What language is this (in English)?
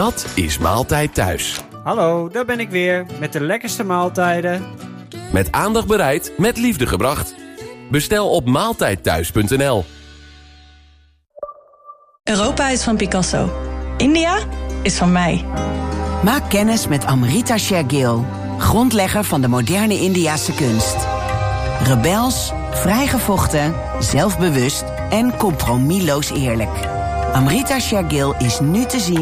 Dutch